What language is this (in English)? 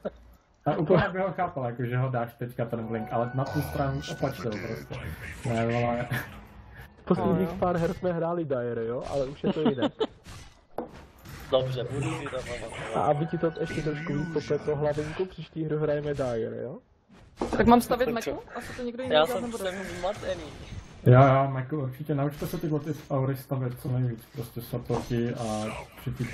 Czech